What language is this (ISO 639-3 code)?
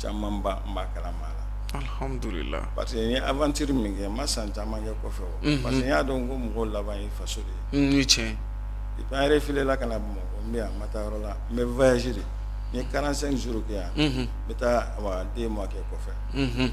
bam